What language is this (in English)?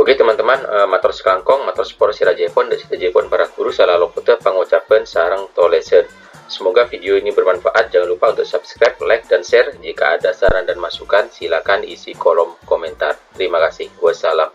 Madurese